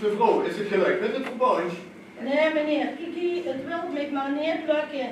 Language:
Limburgish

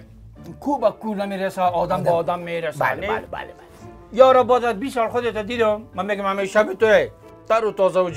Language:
Persian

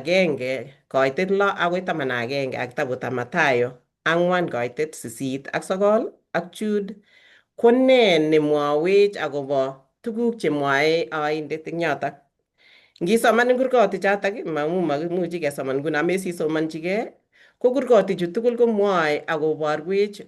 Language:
Kalenjin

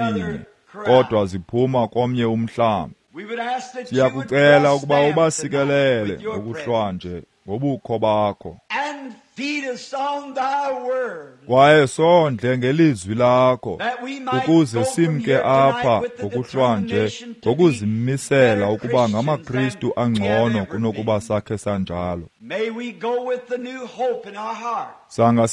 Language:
Xhosa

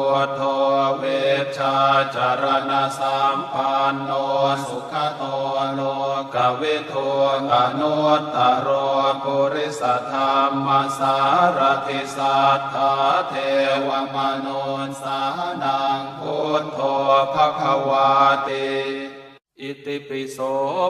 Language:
Pali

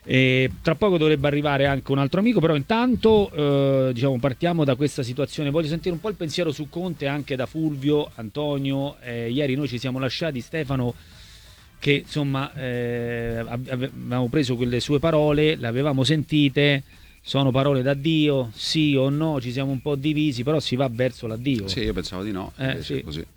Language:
Italian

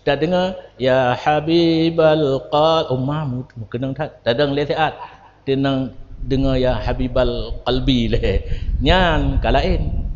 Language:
Achinese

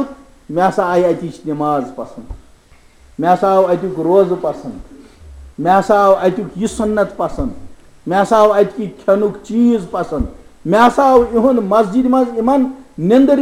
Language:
Kashmiri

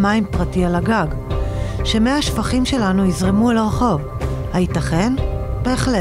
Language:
Hebrew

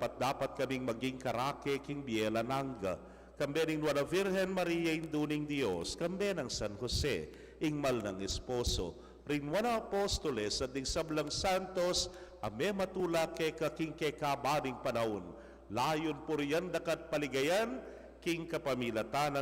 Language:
Pampanga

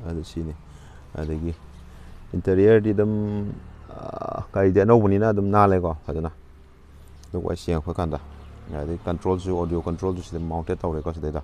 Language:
Manipuri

